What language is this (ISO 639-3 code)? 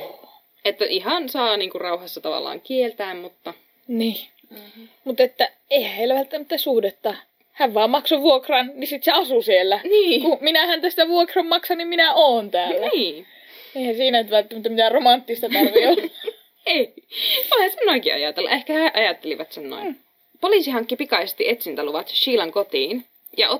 fin